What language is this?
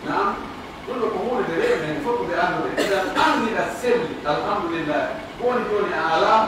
Pular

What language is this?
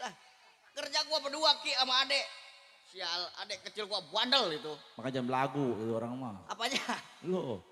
Betawi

